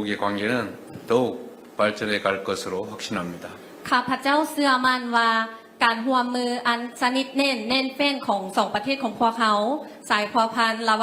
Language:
Lao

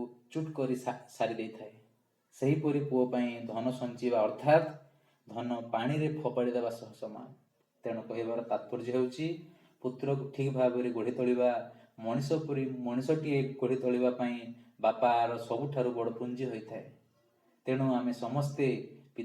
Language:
Odia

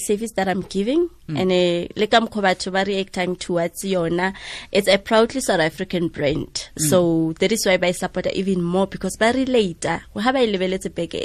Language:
Tswana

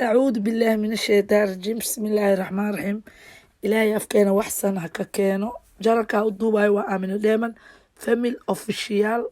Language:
Somali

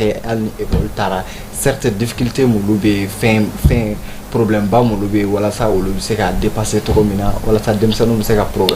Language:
Bambara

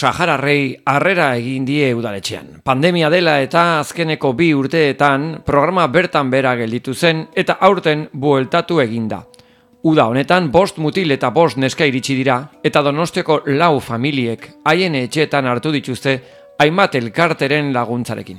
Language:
Basque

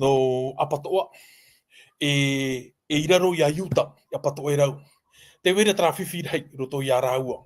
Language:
Tahitian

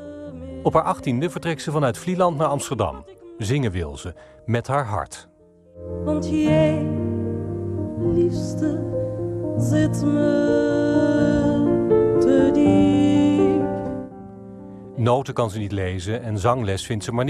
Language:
Dutch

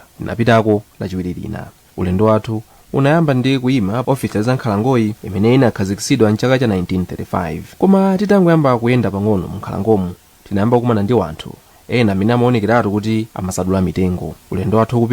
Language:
Nyanja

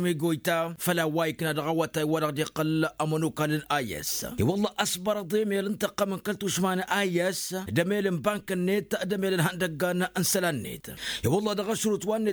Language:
Tamasheq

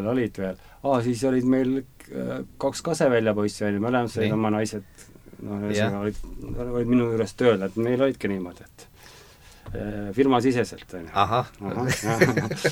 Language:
Estonian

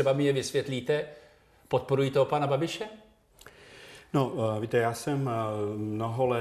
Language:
Czech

